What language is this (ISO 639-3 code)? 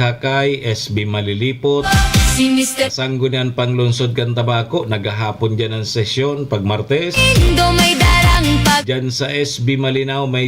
bik